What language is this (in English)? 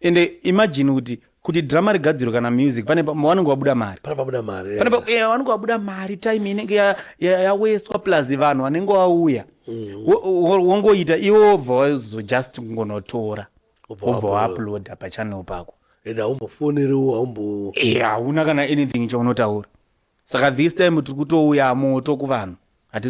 Shona